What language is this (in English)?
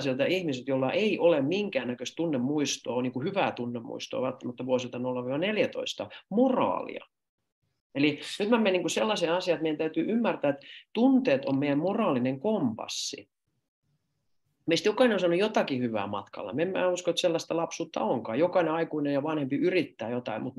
Finnish